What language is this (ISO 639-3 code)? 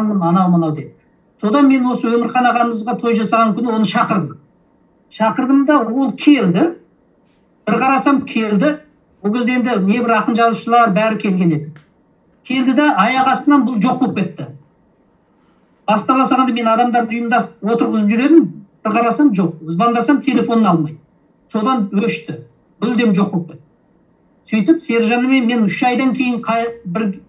kaz